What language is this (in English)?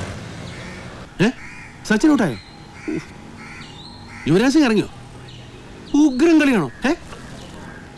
Malayalam